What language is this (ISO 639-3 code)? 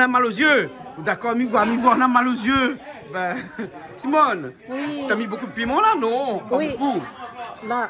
rcf